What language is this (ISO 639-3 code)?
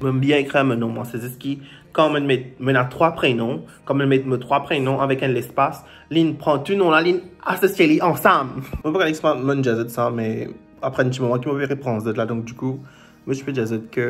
mfe